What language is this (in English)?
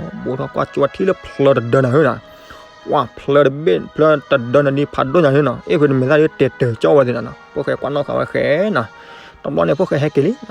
S'gaw Karen